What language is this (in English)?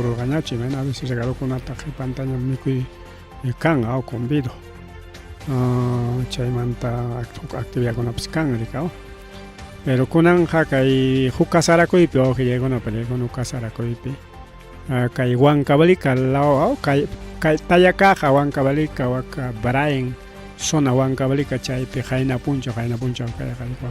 Ayacucho Quechua